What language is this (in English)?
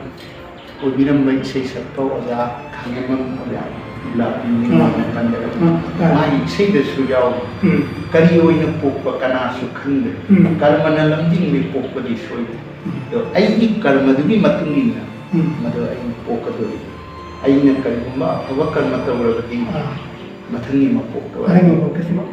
Manipuri